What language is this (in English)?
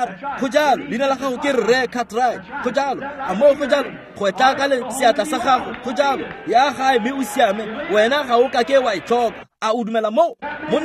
Tswana